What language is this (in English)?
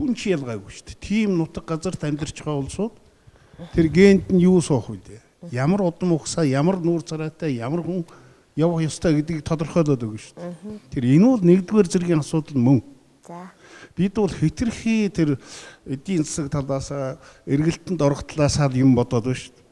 Mongolian